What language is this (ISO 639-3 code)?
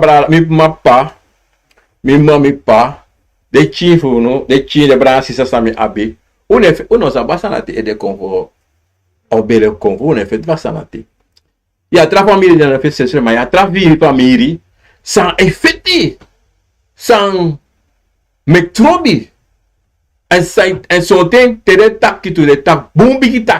srn